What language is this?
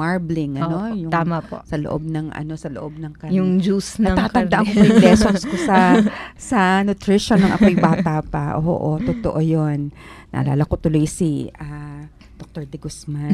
Filipino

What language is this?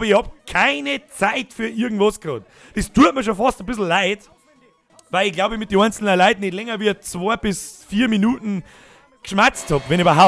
Bavarian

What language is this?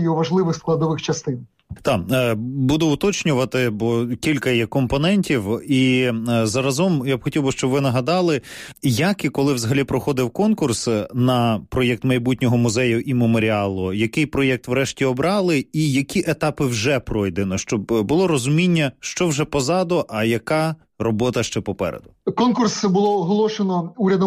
Ukrainian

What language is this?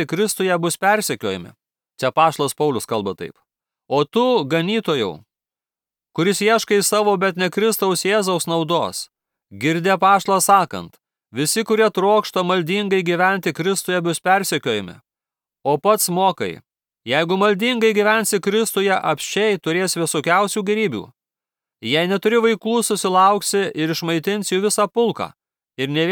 Lithuanian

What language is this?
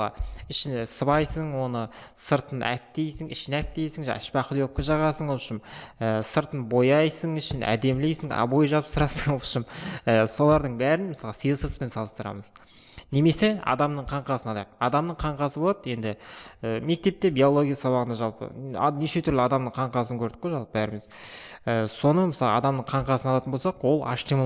Kazakh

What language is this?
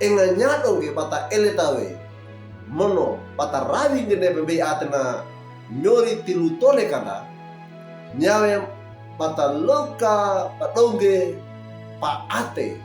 Wejewa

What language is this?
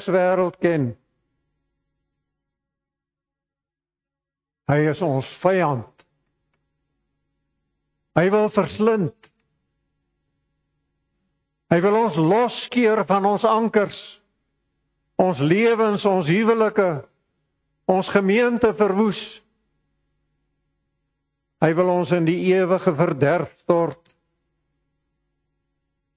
Afrikaans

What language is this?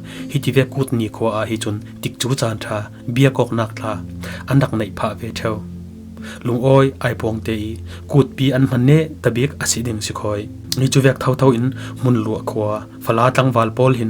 Falam Chin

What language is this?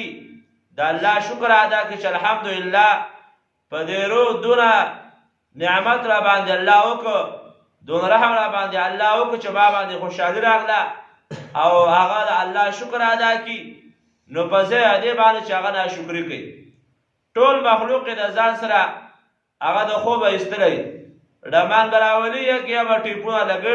Pashto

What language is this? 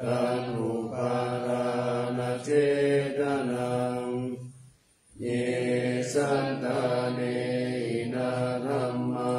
Pali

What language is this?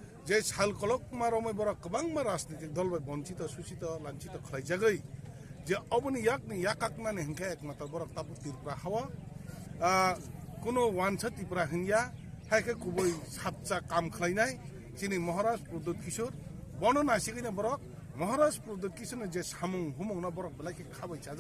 Kok Borok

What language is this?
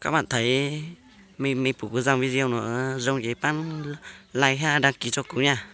Hmong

